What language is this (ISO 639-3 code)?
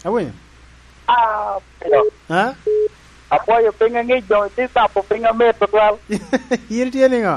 laj